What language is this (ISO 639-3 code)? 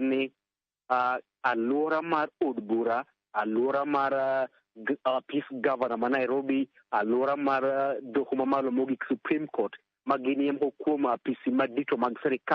luo